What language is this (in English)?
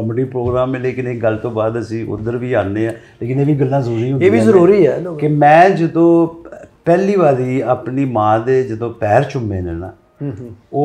Punjabi